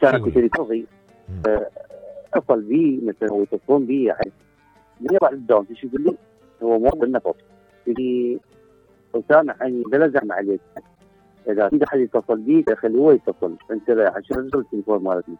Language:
Mesopotamian Arabic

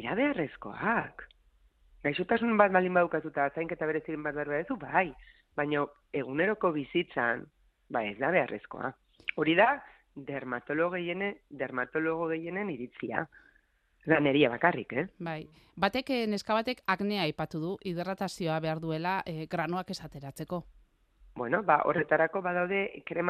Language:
Basque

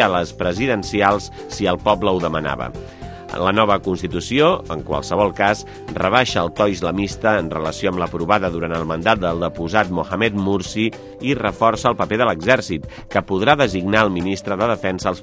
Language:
Catalan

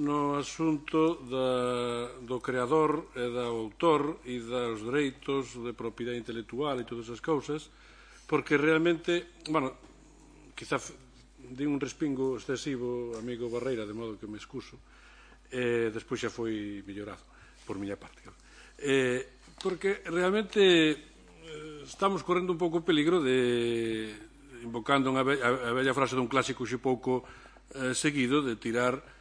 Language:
Galician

